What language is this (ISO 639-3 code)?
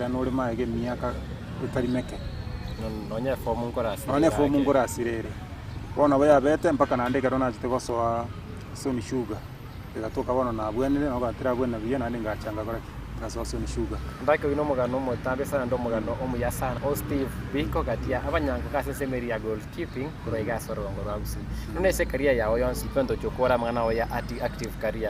guz